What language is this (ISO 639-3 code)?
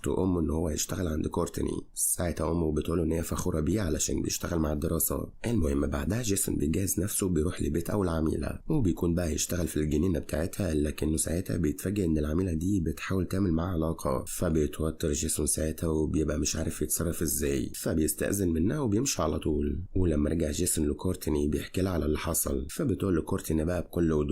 arz